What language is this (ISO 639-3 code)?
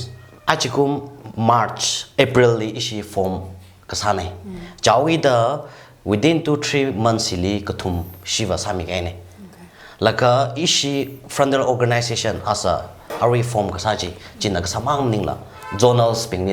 nmf